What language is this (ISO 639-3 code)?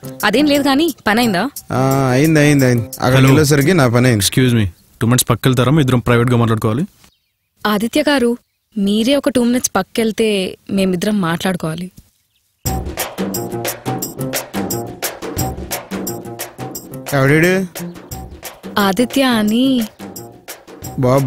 tel